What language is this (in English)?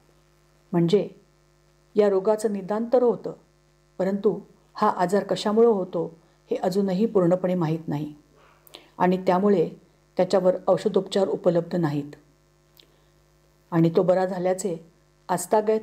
Marathi